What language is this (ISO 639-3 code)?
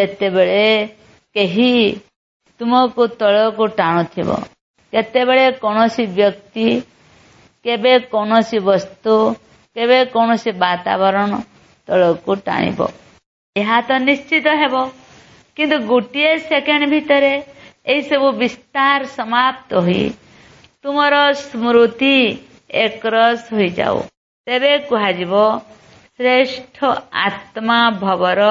ori